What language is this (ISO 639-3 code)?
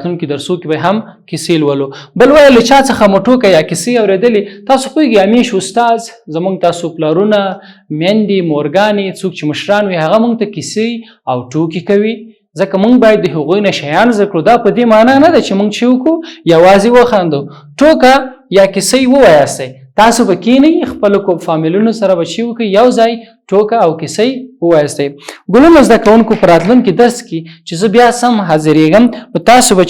pus